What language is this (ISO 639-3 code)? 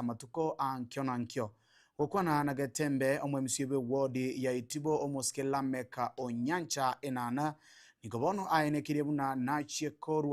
guz